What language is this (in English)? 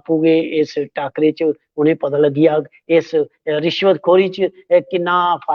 Dogri